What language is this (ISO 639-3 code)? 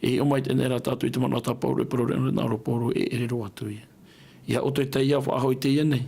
tah